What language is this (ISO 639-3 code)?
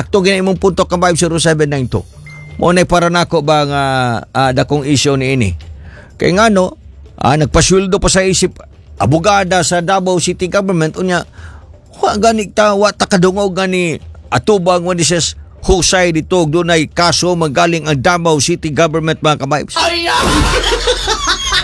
ceb